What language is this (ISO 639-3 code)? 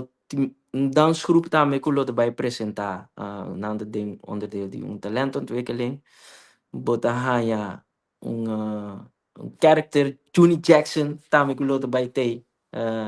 pap